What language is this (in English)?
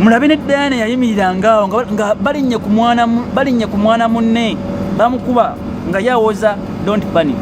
Ganda